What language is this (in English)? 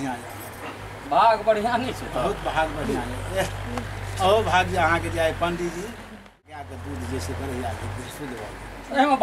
Maithili